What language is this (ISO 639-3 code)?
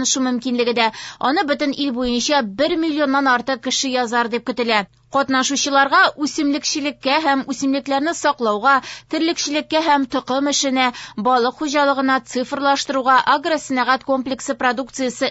tat